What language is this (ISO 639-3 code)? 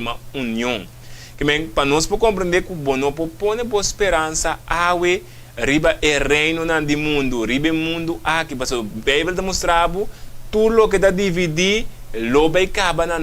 pap